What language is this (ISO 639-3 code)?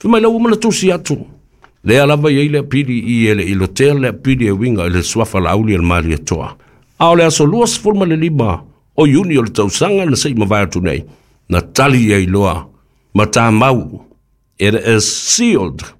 smo